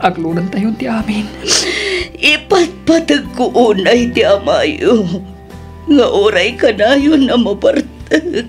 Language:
Iloko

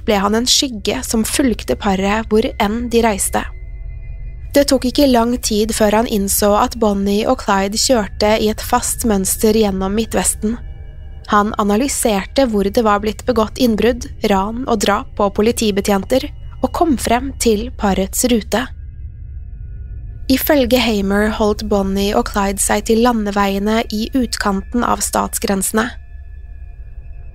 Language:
Norwegian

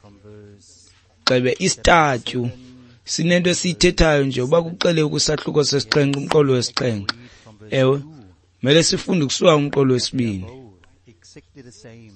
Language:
Xhosa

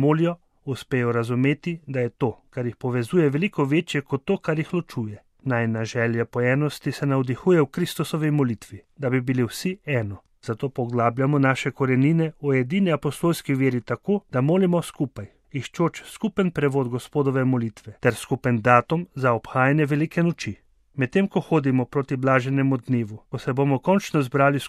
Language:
Slovenian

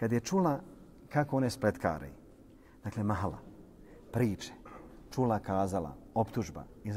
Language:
Bosnian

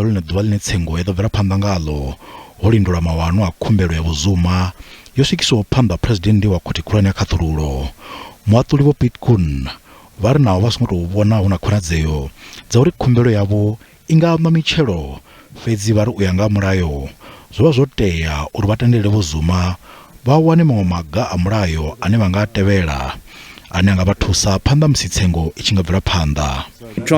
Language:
Venda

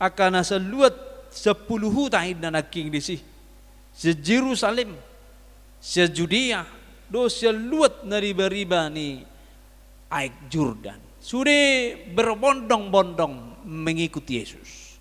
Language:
Batak Toba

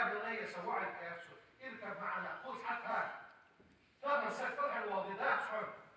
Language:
Ingush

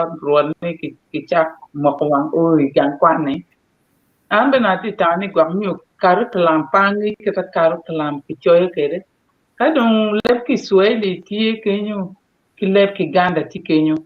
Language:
Acoli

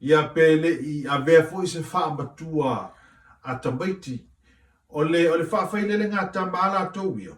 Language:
Samoan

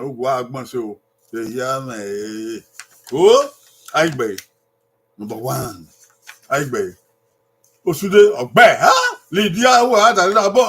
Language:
Bini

